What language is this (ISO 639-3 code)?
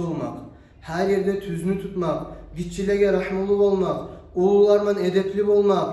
kum